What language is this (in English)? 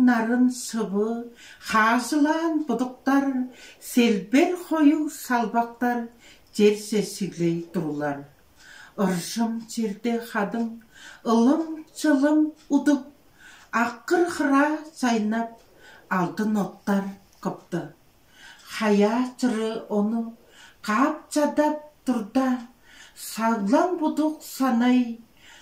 Tuvinian